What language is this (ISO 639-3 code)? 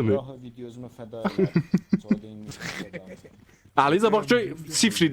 azb